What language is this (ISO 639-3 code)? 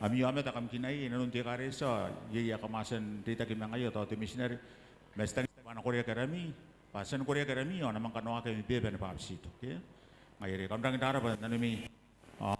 gil